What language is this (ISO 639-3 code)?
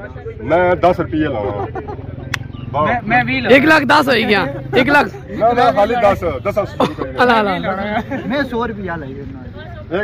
phr